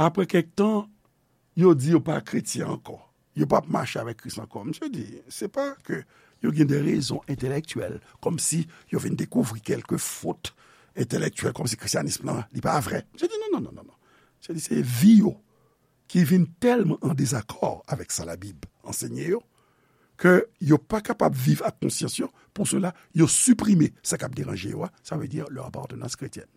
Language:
Haitian Creole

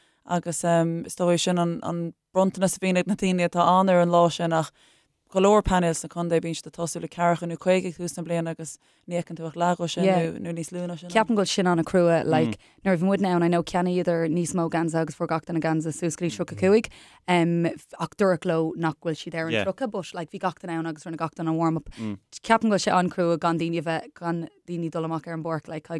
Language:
Irish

